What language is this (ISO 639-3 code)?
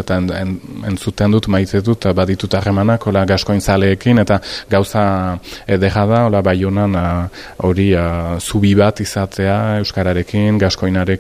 eus